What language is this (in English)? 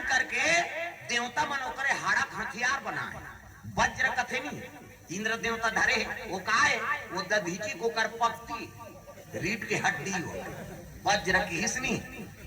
Chhattisgarhi